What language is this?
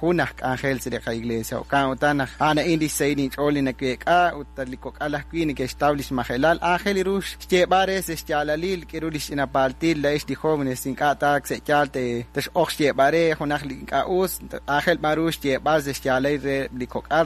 Kekchí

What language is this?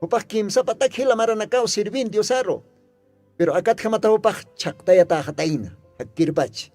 Aymara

